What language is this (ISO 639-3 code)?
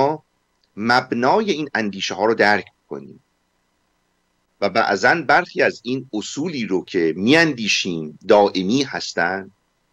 fas